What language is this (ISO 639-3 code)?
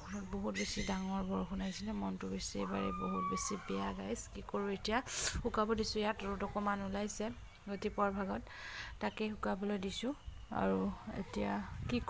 asm